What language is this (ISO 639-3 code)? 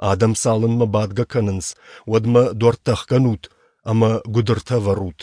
oss